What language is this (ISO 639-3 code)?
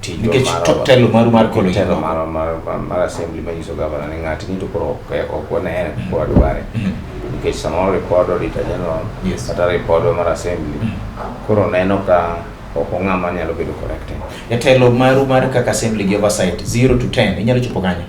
luo